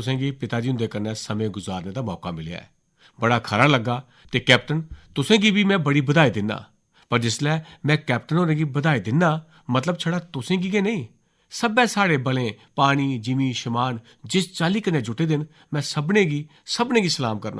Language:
Dogri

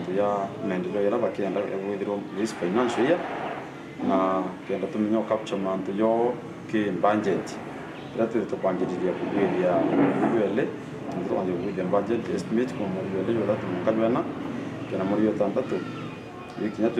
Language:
Meru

